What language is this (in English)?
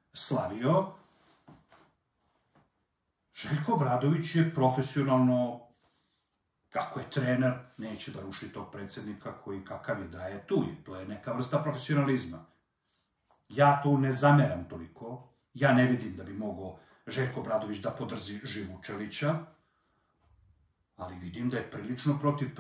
Serbian